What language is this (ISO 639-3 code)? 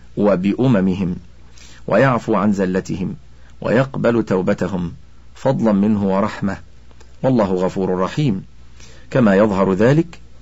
ara